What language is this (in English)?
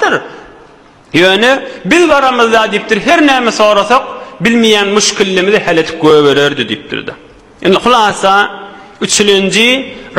Turkmen